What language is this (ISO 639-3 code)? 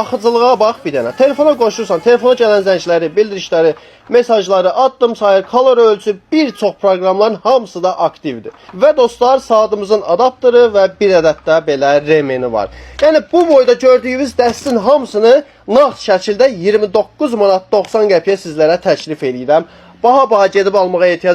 aze